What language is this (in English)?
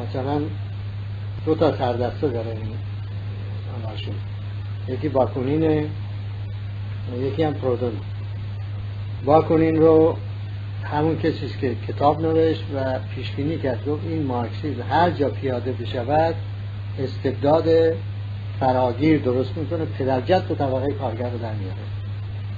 Persian